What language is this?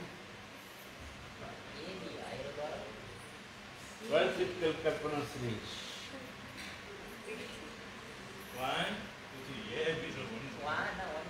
Tamil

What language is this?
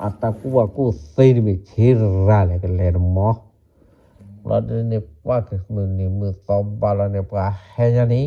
S'gaw Karen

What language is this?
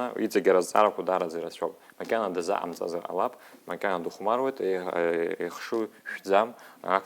Abkhazian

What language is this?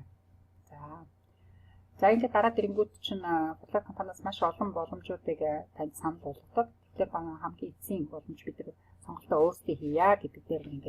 Mongolian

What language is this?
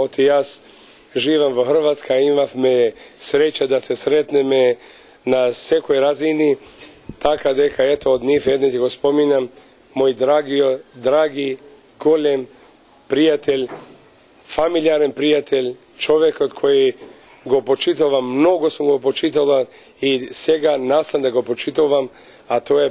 Macedonian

